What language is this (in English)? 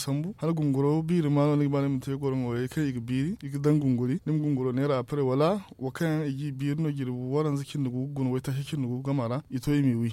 Zarma